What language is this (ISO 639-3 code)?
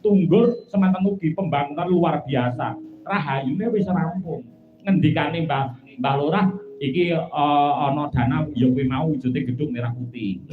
jav